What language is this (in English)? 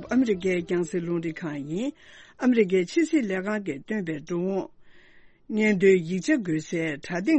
Tibetan